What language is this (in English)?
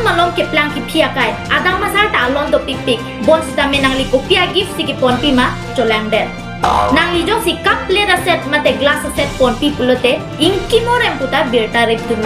Karbi